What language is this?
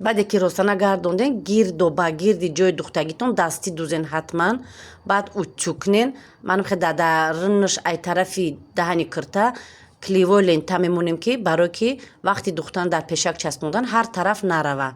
Tajik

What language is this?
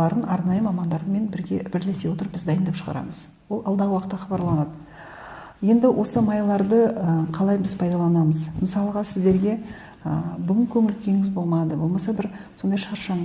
Kazakh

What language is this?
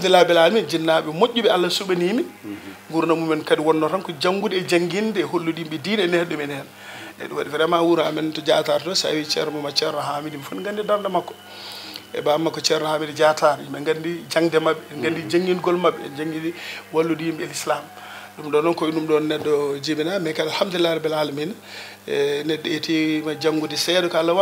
Fula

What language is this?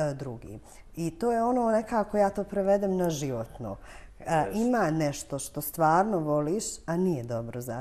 Bosnian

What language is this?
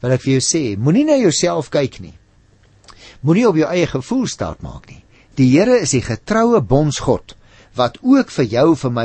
Afrikaans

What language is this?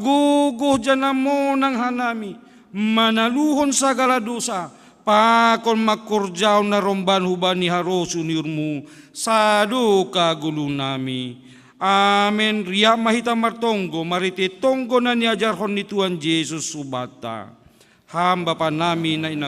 Batak Simalungun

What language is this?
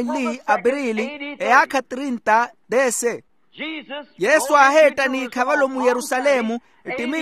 Makhuwa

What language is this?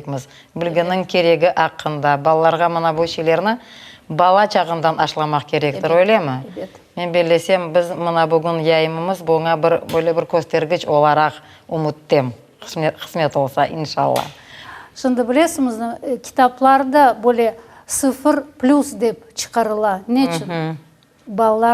Crimean Tatar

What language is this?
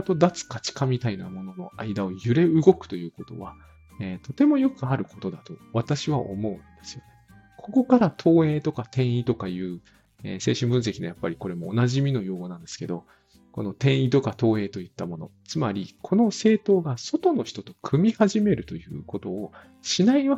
Japanese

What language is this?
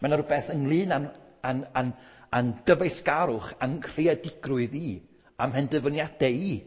Welsh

